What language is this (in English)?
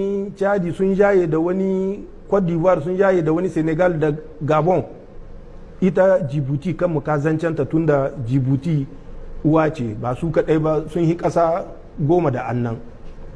Hausa